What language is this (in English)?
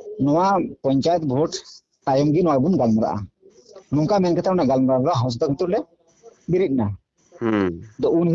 Santali